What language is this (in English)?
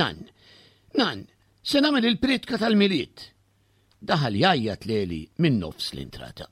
Maltese